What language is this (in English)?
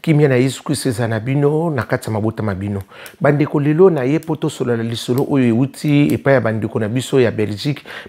Lingala